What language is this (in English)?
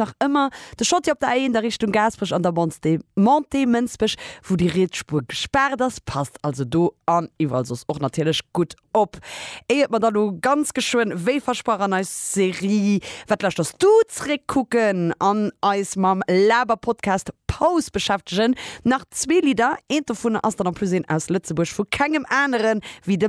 Luxembourgish